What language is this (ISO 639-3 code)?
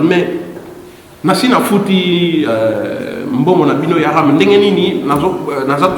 lin